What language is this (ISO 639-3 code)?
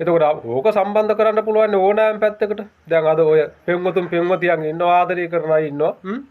sin